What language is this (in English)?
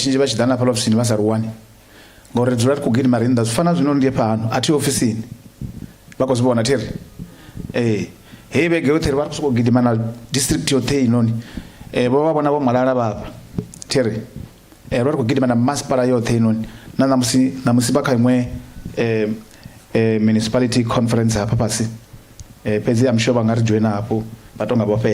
Venda